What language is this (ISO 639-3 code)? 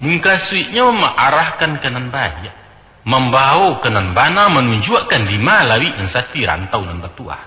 min